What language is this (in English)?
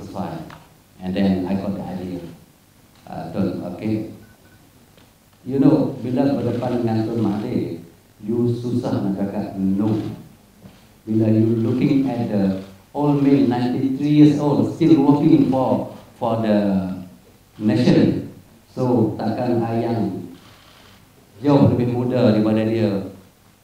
Malay